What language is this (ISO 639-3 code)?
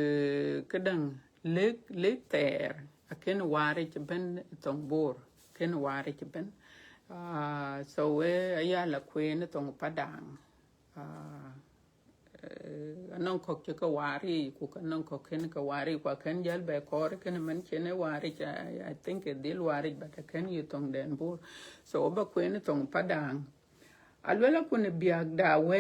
din